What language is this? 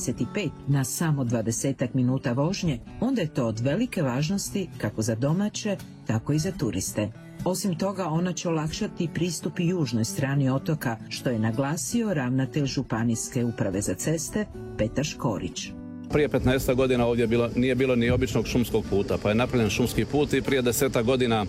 Croatian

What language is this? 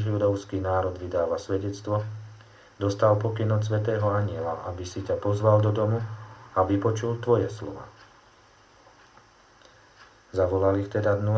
Slovak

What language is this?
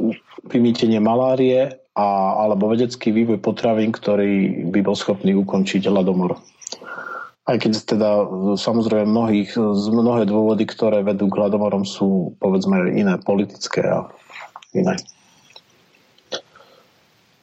Slovak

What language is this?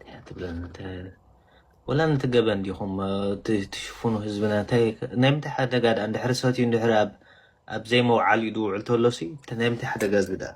Tigrinya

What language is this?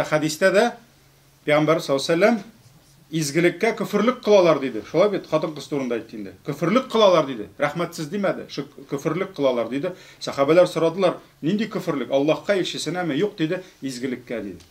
Tatar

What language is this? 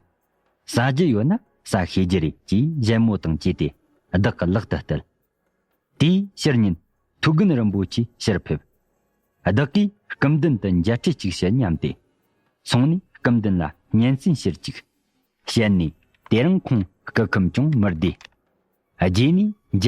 Tibetan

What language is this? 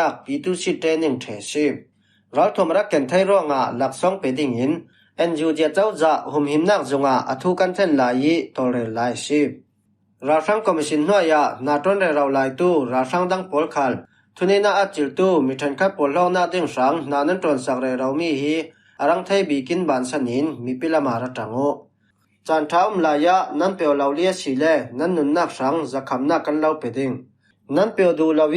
Falam Chin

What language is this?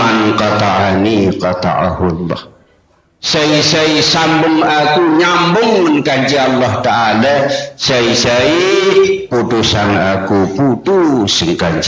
Sasak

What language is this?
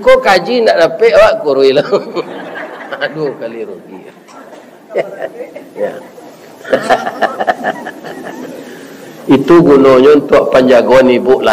Minangkabau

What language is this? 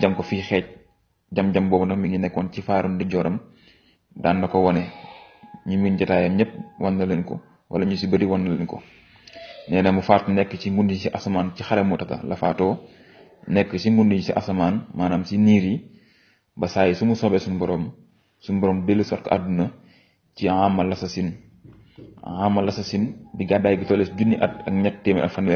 Wolof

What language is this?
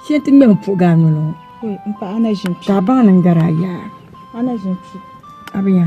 Dagbani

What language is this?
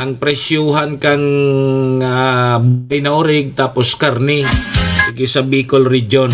Bikol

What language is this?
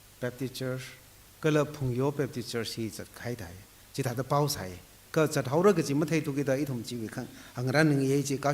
Tangkhul Naga (India)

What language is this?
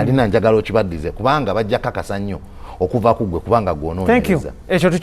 Ganda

